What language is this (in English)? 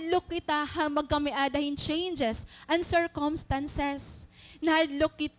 Waray